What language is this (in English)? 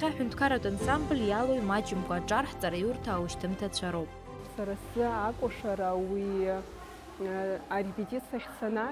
Abkhazian